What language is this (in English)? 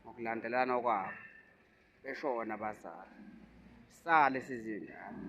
Zulu